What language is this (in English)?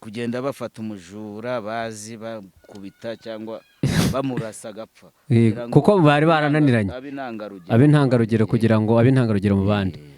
Kinyarwanda